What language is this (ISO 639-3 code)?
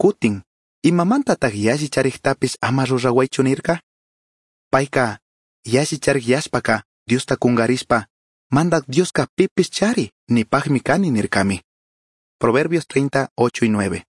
qug